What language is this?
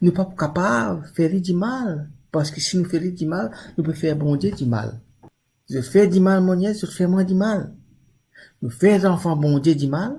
Morisyen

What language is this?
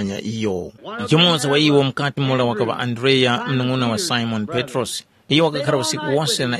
Tumbuka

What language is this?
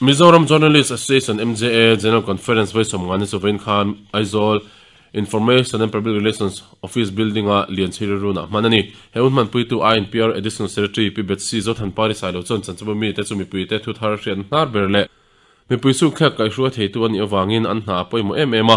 Mizo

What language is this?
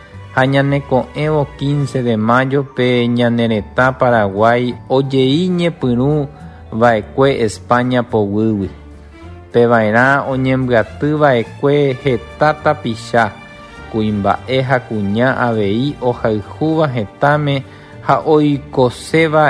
Guarani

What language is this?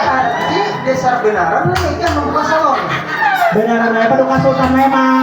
Banjar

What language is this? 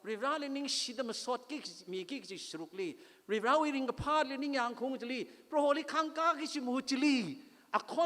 Tangkhul Naga (India)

